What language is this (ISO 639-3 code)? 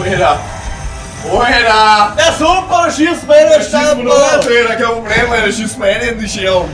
bar